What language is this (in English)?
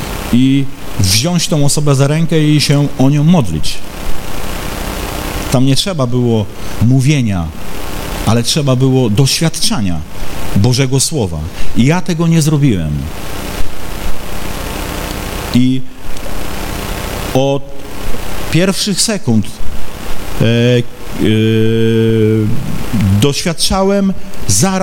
Polish